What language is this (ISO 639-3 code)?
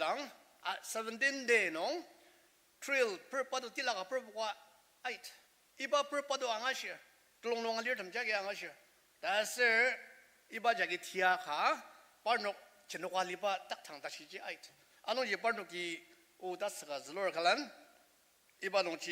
njo